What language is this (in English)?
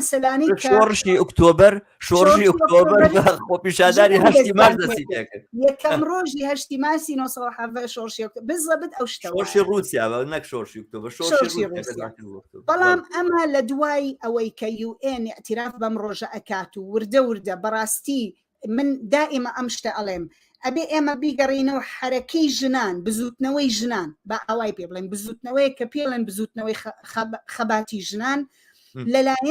Central Kurdish